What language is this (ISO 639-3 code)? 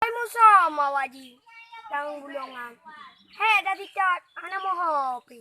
ace